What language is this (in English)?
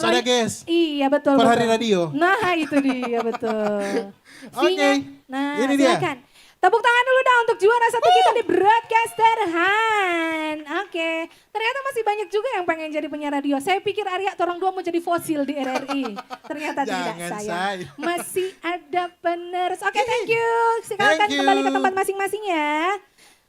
Manado Malay